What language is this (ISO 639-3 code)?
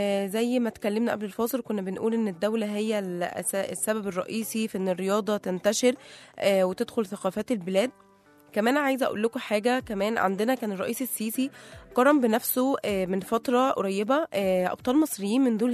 arz